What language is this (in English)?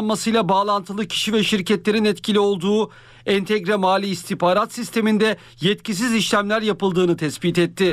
Turkish